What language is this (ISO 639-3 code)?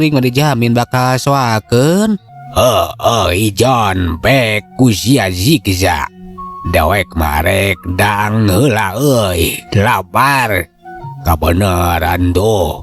sun